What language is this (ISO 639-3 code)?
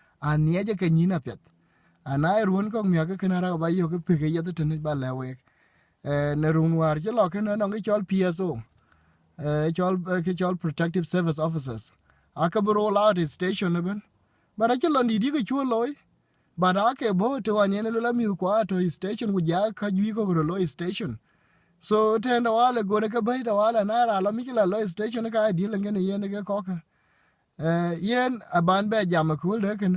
din